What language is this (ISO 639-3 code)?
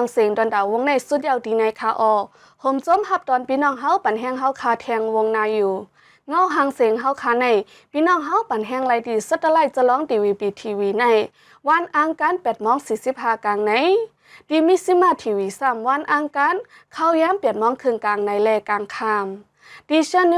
shn